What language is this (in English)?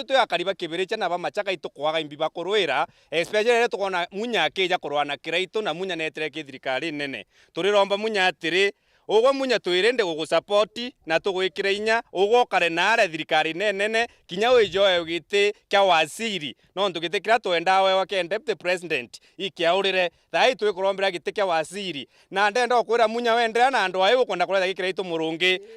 Meru